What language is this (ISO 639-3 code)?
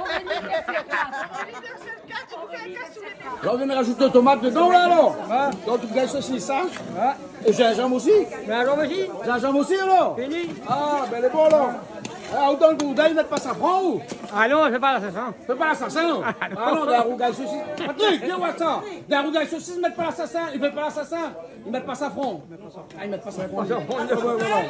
rcf